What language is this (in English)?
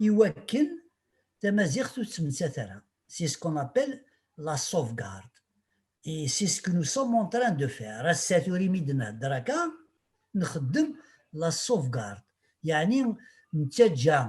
Kabyle